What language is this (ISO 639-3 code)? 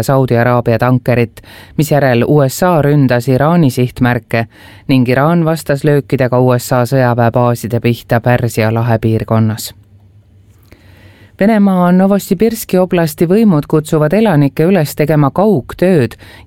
est